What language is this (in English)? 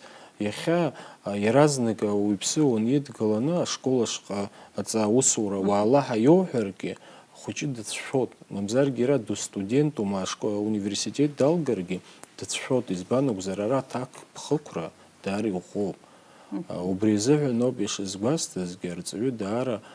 Abkhazian